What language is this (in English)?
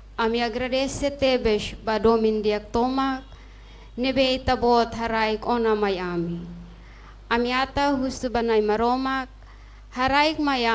Tetum